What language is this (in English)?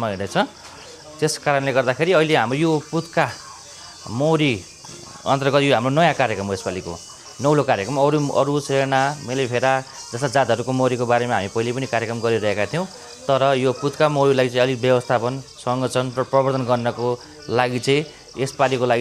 Nepali